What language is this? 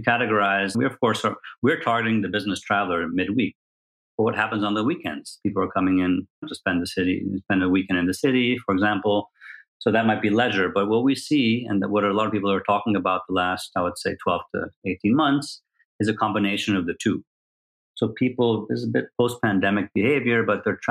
English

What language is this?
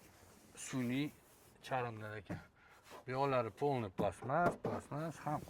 Uzbek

